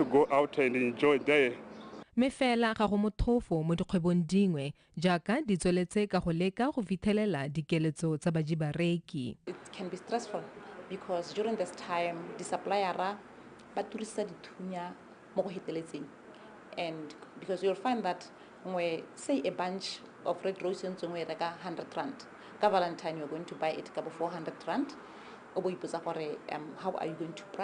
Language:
Tswana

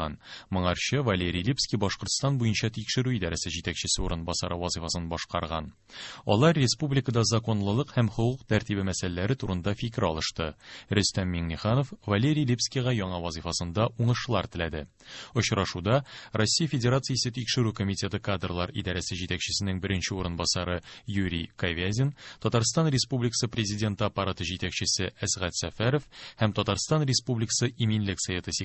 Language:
Tatar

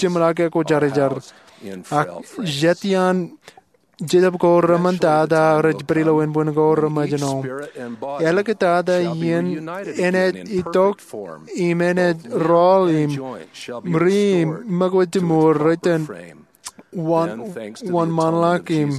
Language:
Marshallese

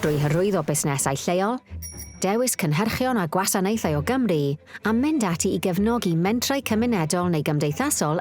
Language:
Welsh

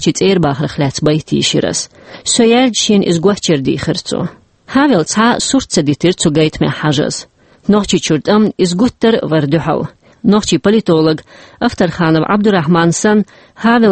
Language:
Chechen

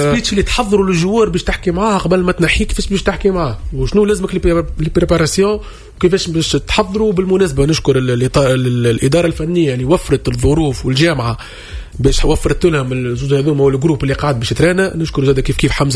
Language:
Tunisian Arabic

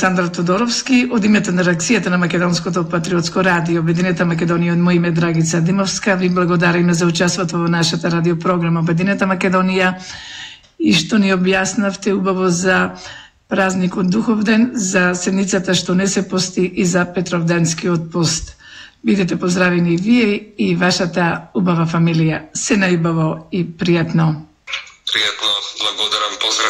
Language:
Macedonian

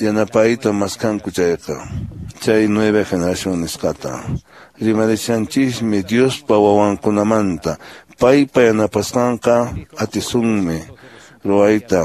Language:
Quechua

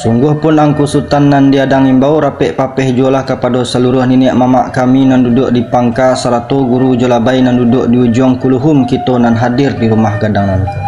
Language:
Minangkabau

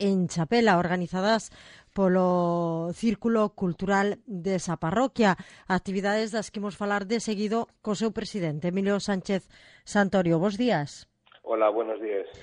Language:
Galician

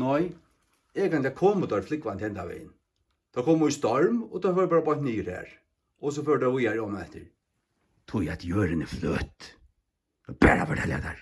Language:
Faroese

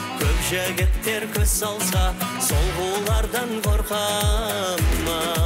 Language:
Kazakh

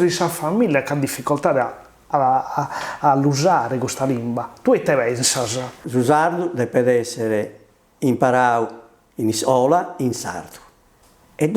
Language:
Sardinian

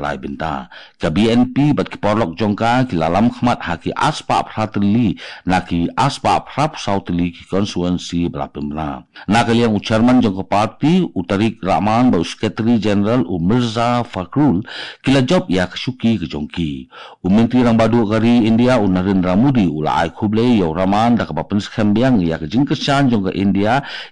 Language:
Khasi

